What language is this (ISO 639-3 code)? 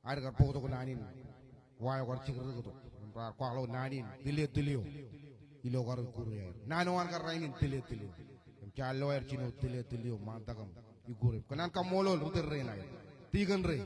mah